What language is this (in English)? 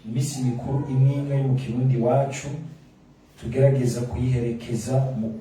Rundi